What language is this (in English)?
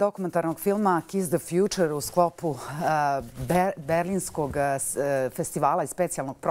Bosnian